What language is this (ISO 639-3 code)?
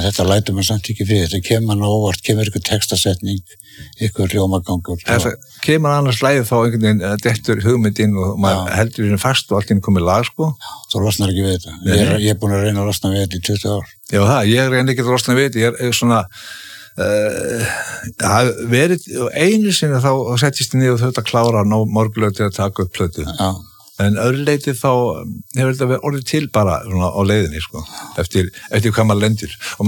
isl